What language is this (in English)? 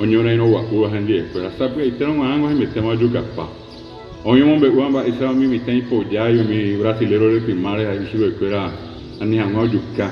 Guarani